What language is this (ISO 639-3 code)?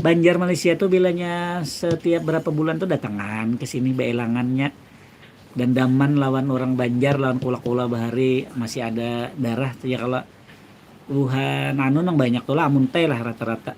bjn